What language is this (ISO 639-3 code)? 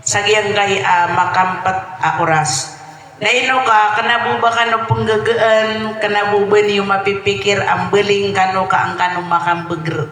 mrw